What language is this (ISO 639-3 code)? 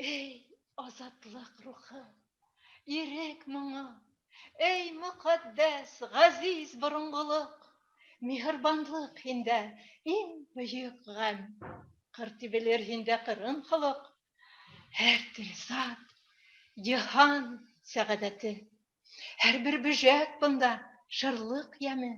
bak